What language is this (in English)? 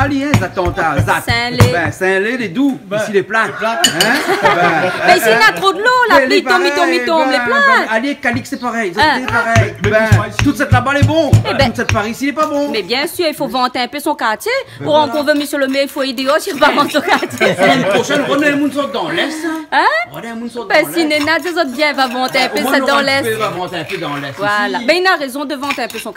Réunion Creole French